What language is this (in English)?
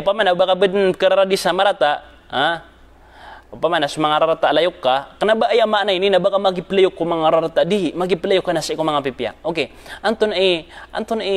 Maranao